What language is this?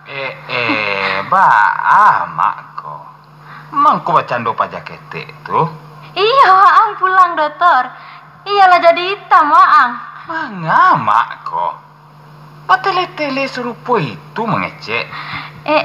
Minangkabau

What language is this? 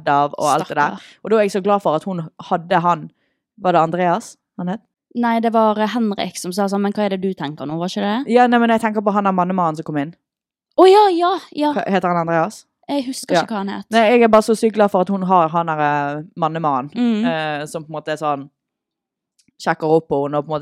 Norwegian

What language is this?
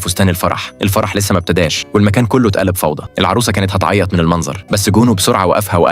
Egyptian Arabic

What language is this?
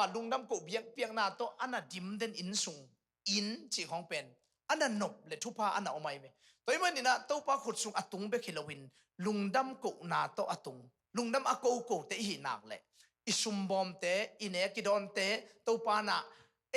Tedim Chin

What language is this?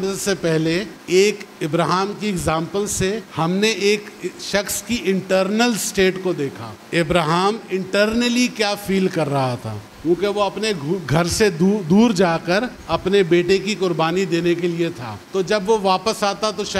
Urdu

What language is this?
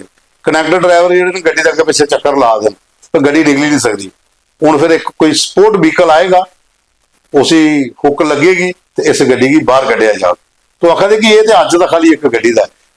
Dogri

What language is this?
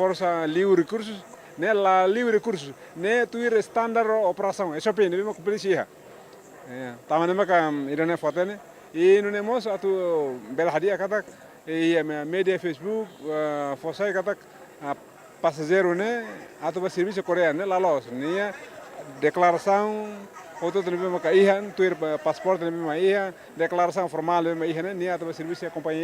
Tetum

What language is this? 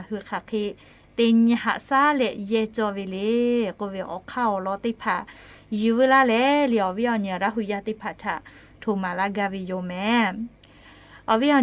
Lahu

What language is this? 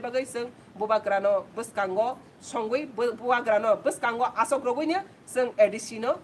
Kok Borok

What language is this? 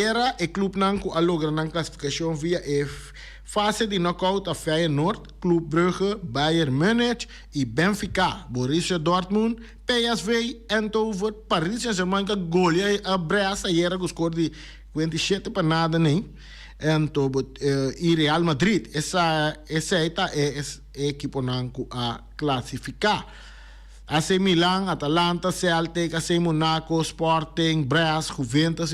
Papiamento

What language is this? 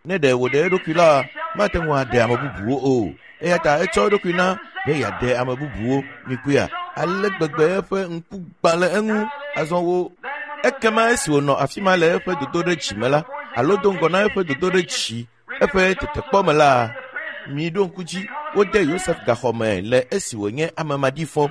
Ewe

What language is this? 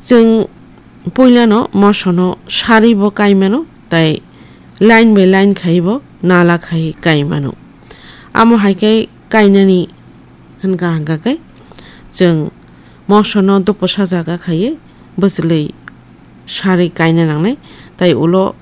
Kok Borok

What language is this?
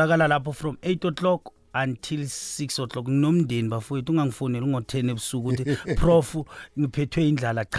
South Ndebele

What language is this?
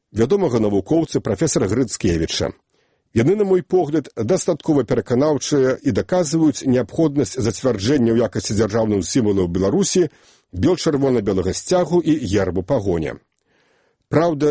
Belarusian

